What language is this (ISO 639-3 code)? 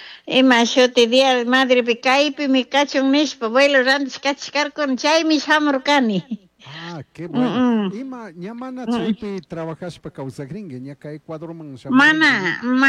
qug